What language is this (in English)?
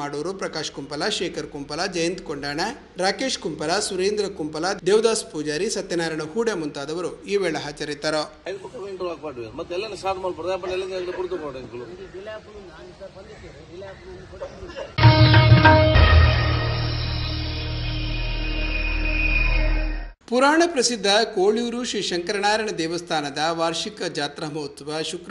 Kannada